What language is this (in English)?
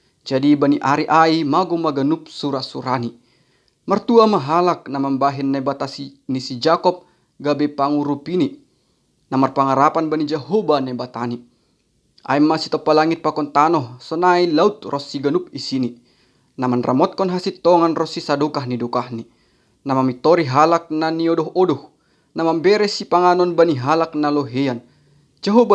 Batak Simalungun